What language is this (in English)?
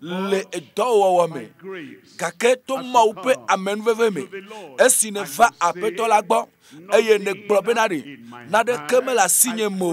Ewe